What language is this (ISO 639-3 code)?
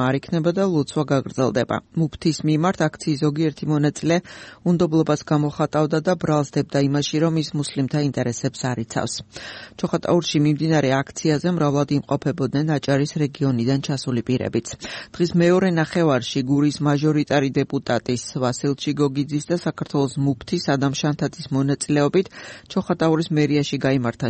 kat